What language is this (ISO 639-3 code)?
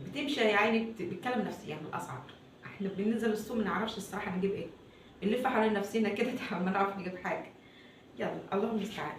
arz